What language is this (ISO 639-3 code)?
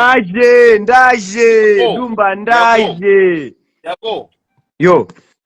kin